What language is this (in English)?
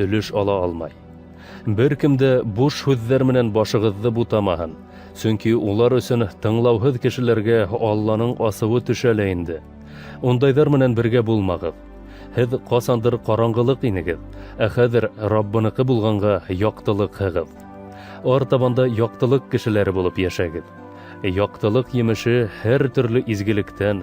Bashkir